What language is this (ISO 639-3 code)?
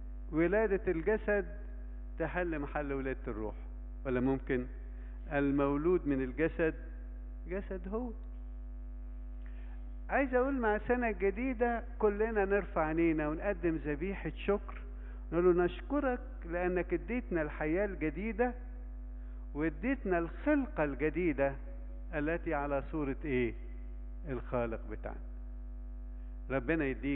arz